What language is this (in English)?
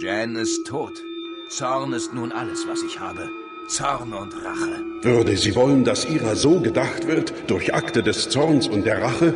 Bavarian